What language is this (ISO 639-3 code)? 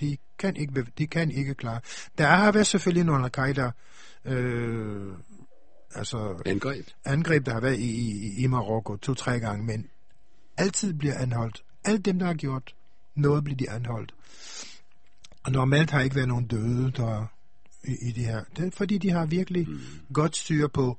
dan